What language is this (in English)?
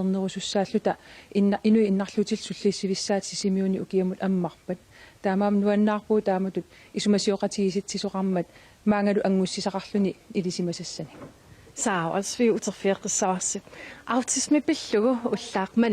Kalaallisut